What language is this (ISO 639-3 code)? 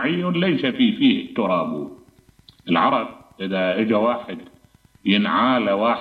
acm